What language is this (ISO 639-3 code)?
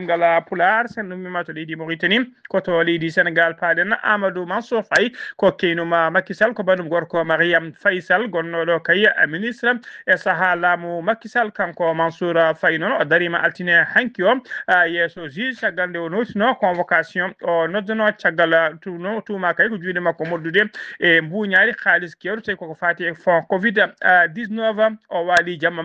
ful